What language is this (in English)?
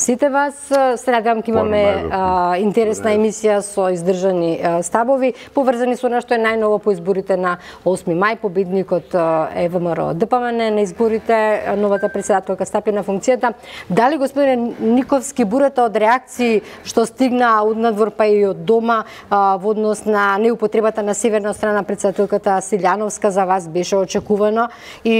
Macedonian